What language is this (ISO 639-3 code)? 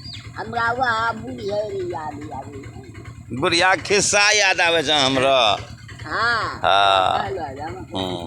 anp